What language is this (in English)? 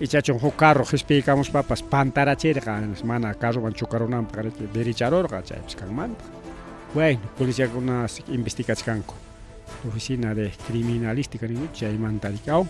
Ayacucho Quechua